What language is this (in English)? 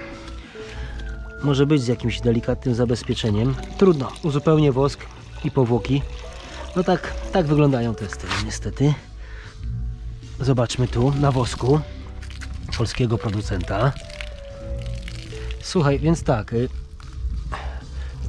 Polish